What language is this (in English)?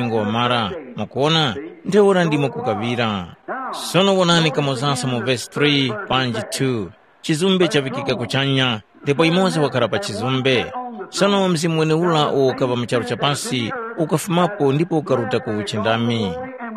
Tumbuka